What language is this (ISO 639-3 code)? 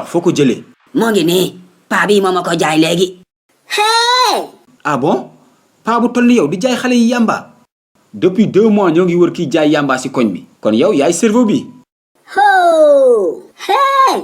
wol